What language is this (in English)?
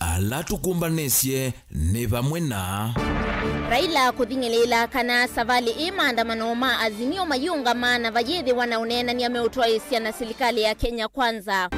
Kamba